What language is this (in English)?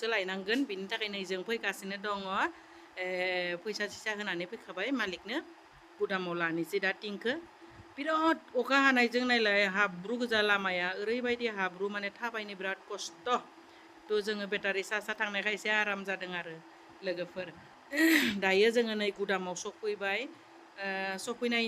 Bodo